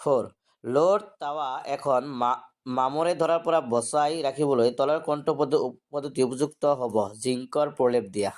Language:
Assamese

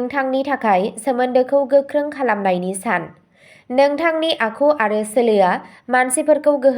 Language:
Bodo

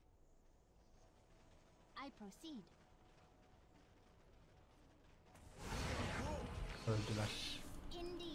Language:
English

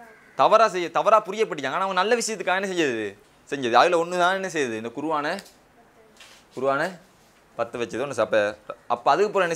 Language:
Tamil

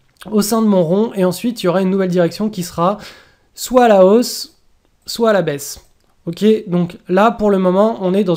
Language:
French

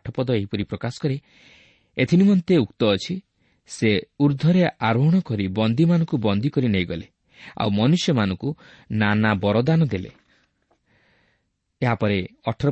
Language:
Odia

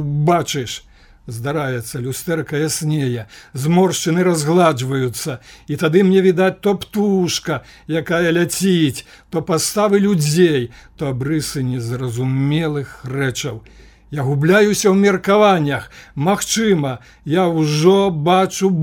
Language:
Belarusian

